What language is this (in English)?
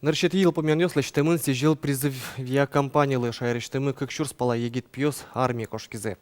Udmurt